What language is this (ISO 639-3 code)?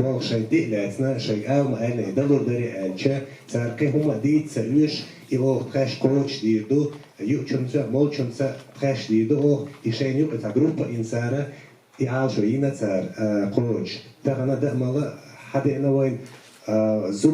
che